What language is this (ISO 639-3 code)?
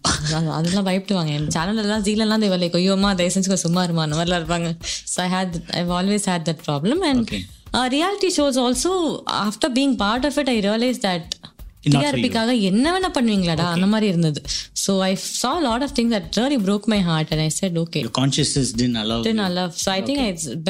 tam